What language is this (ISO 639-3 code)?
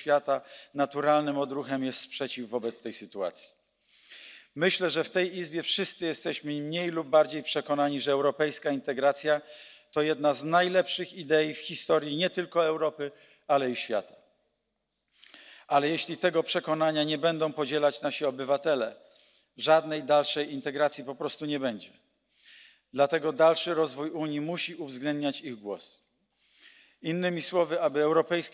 pol